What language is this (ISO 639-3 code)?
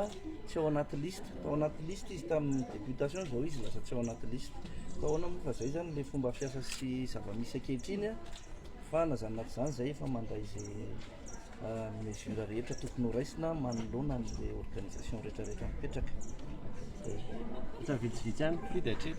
mlg